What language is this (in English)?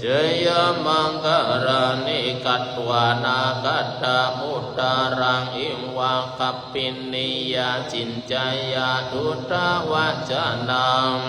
Pali